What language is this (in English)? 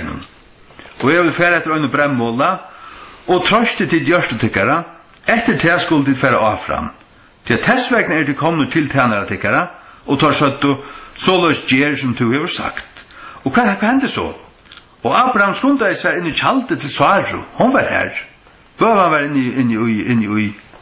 Faroese